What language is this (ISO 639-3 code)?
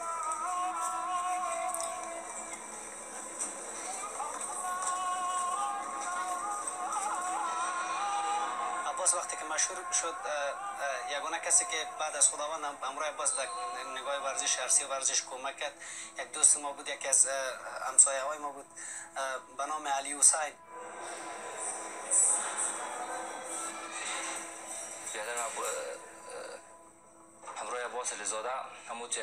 fas